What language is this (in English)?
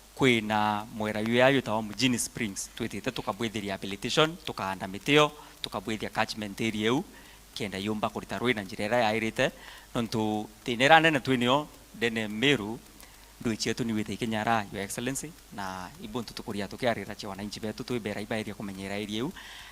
Meru